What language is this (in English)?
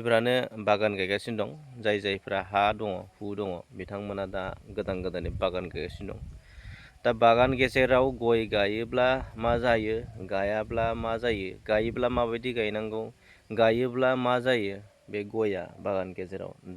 Bodo